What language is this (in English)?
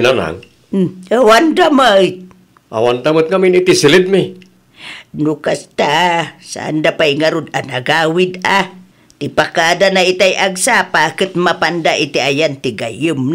Iloko